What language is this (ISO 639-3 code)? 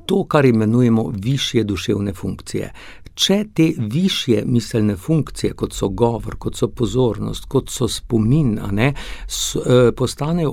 slv